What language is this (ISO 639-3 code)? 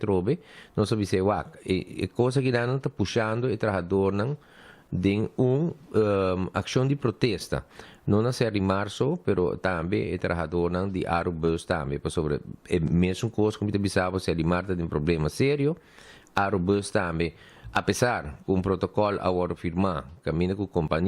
pap